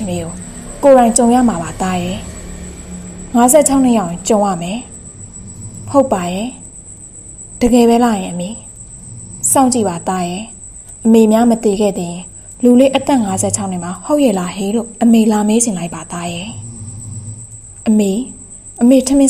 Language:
Burmese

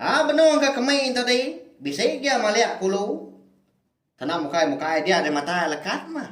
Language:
Iban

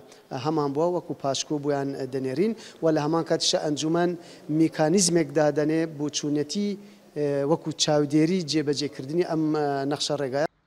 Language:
Central Kurdish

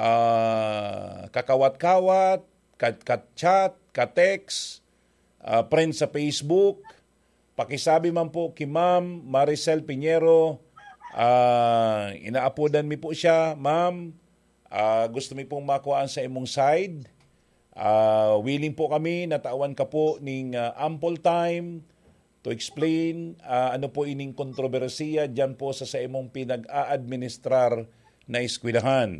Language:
Bikol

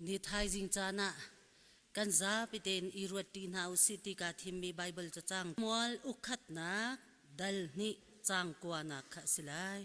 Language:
Hakha Chin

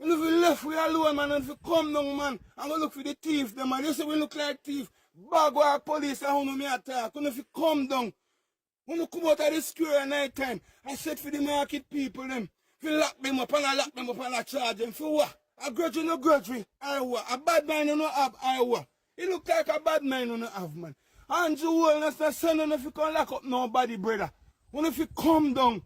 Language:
Jamaican Creole English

